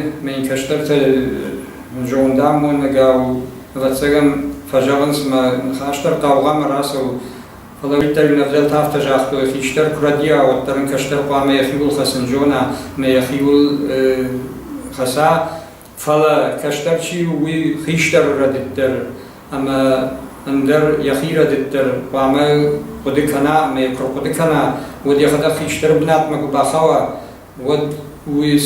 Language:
Ossetic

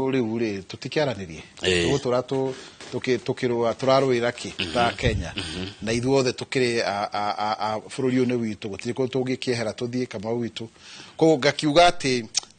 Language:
Kikuyu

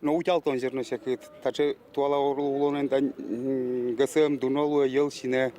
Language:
Udmurt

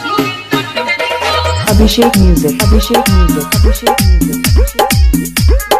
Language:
Bhojpuri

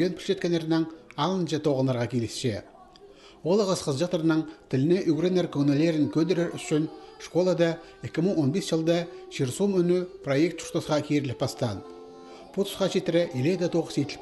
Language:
Khakas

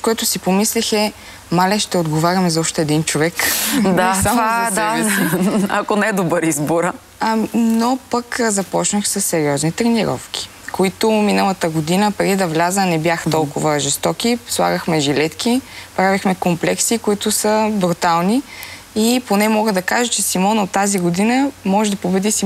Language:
Bulgarian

